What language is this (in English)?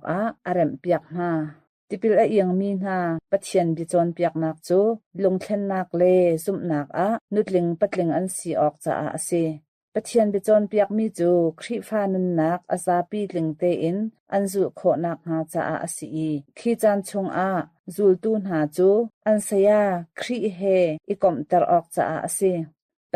Hakha Chin